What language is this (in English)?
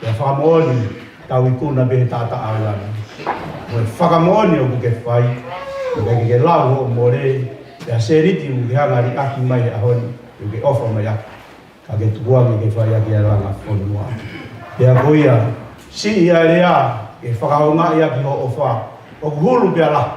Tongan